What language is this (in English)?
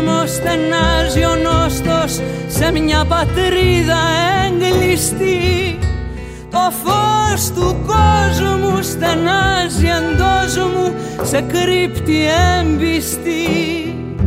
Greek